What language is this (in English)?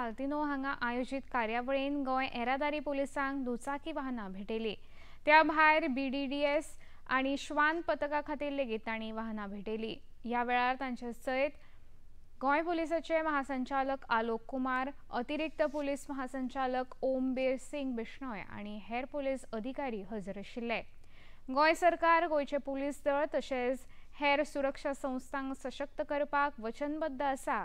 Konkani